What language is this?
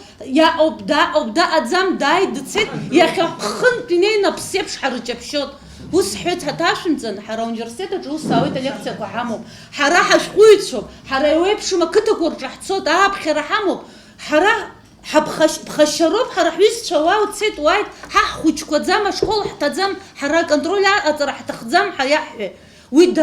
Abkhazian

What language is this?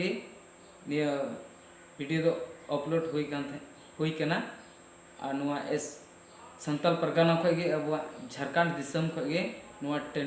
Santali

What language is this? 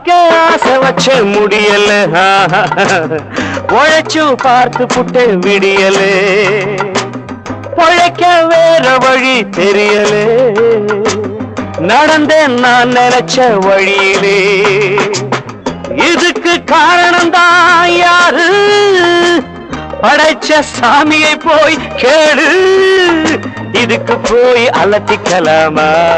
Tamil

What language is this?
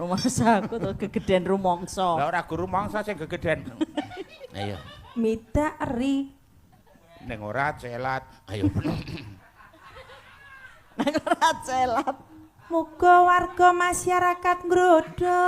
Javanese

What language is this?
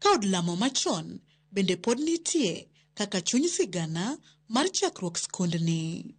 Luo (Kenya and Tanzania)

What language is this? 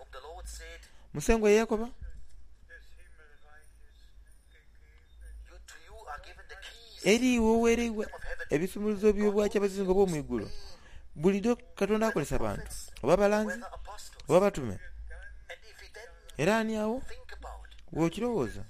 Soga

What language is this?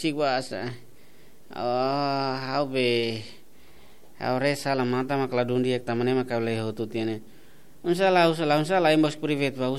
Tetum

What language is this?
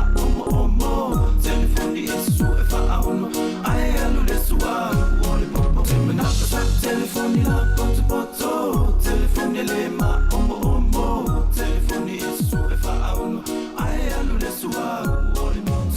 Samoan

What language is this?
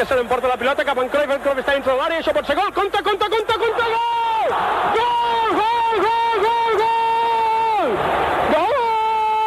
Catalan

